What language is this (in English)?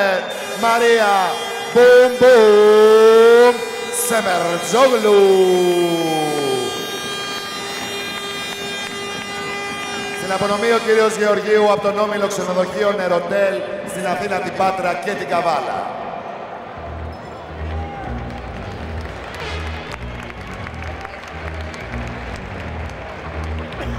Greek